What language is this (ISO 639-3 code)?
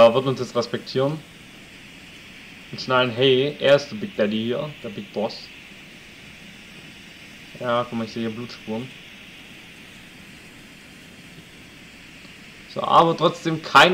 deu